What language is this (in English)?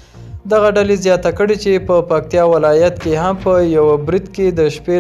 Pashto